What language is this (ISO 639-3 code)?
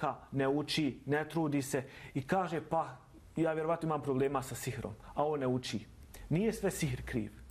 bos